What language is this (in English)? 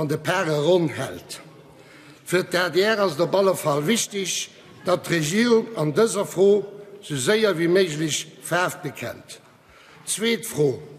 Luxembourgish